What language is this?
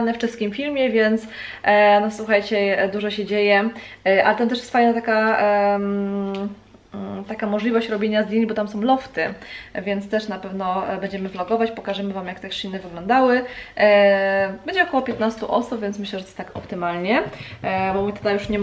Polish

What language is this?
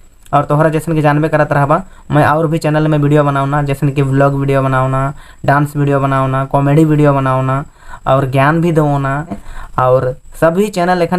Sadri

